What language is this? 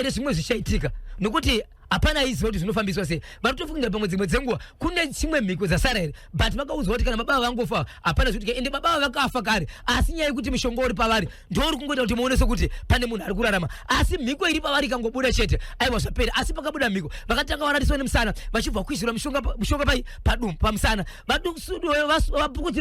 Shona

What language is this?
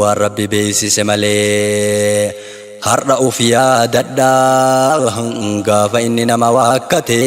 Oromo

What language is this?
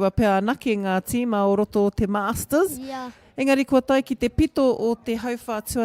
Māori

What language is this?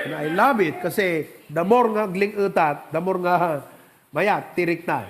Iloko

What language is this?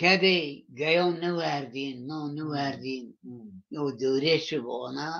Zaza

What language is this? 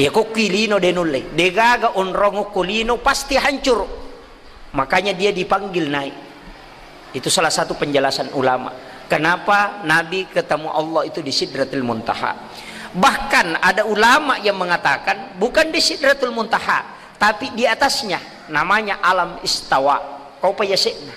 Buginese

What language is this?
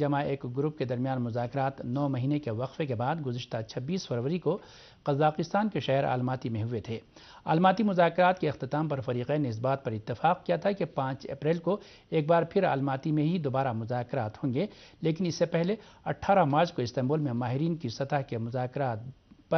Urdu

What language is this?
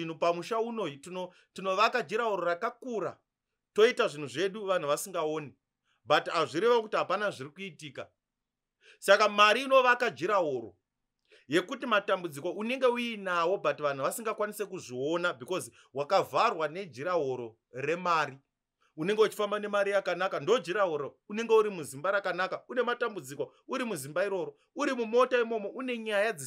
Shona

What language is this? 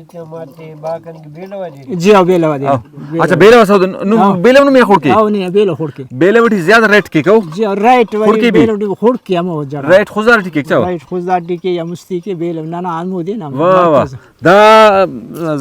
Brahui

